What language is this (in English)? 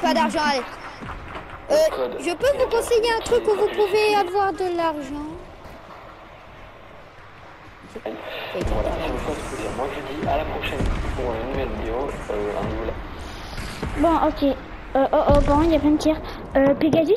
French